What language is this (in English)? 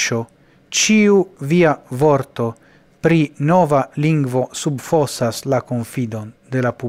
Esperanto